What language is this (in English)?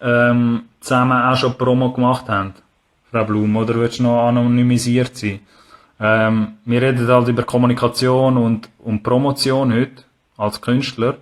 Swiss German